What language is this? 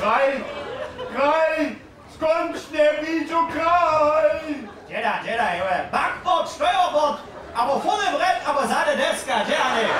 Upper Sorbian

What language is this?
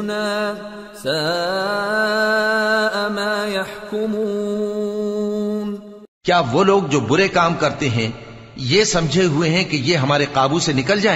Urdu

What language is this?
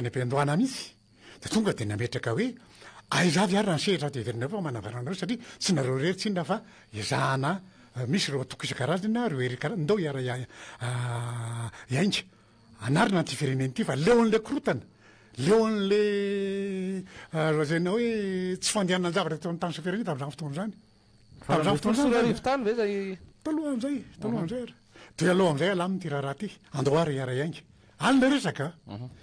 Malagasy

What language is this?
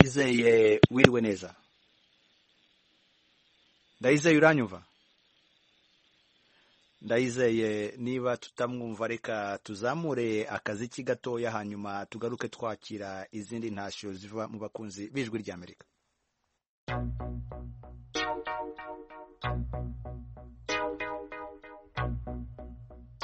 Kinyarwanda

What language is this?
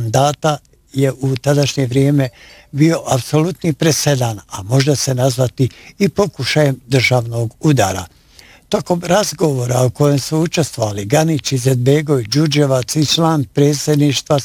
Bosnian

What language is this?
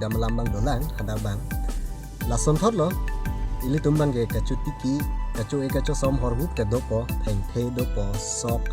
Karbi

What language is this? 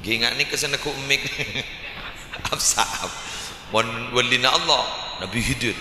Madurese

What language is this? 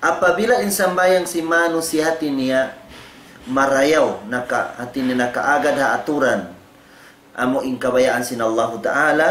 Tausug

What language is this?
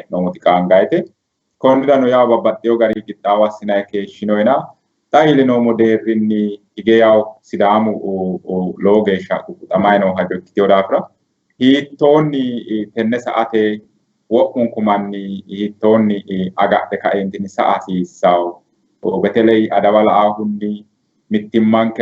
Sidamo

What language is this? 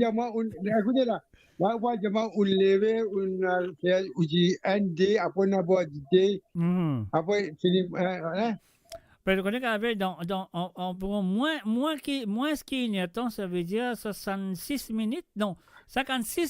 Morisyen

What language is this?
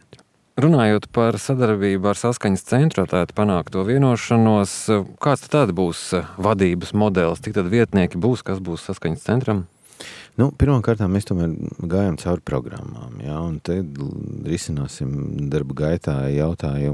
Latvian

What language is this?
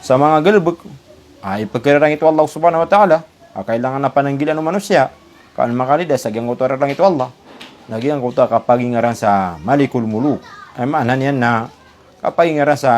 Maranao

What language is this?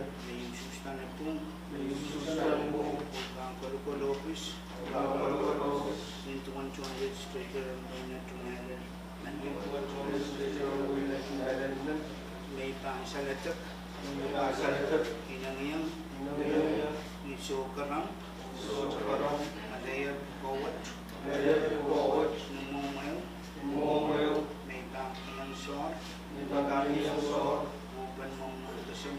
Pohnpeian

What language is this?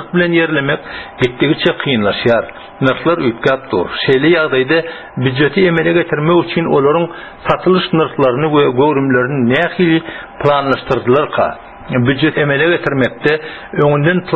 Turkmen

